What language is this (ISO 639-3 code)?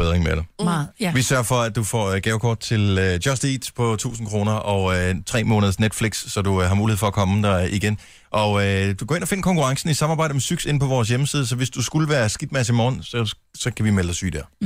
dan